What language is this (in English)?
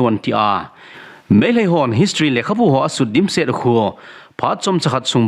Thado Chin